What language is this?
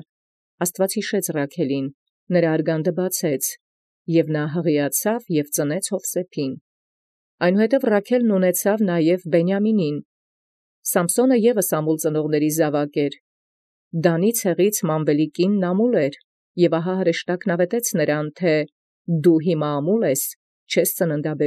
Armenian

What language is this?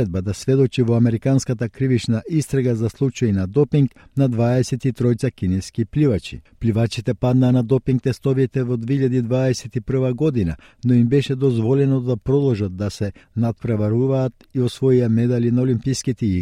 Macedonian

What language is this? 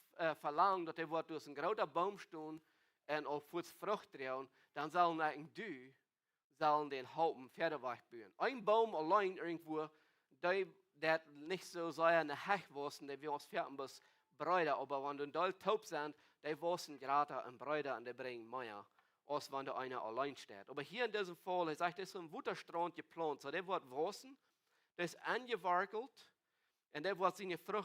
Plautdietsch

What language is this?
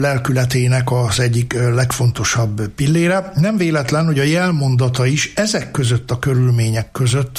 Hungarian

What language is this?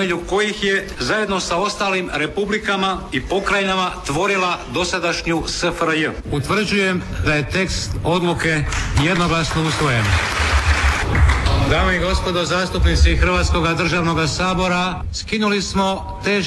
Croatian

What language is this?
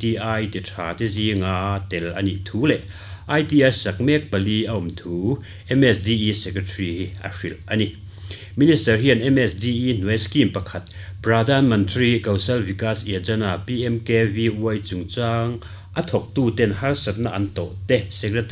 Mizo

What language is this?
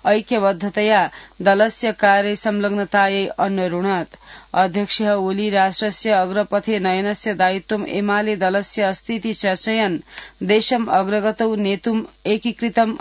Sanskrit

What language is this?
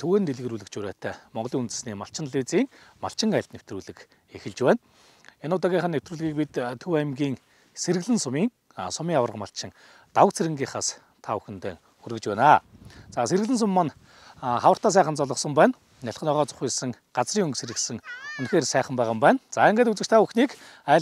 Mongolian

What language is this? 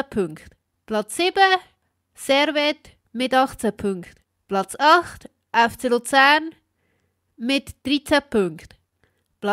Swiss German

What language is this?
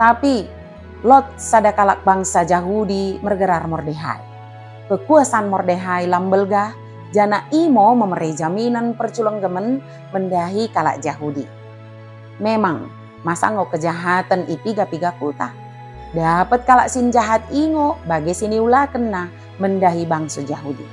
Batak Dairi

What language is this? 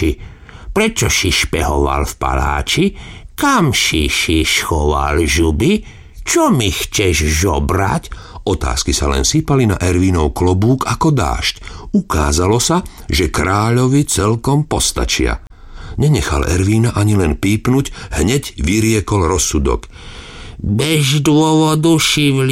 Slovak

